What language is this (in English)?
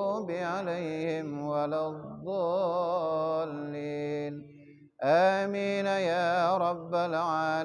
Achinese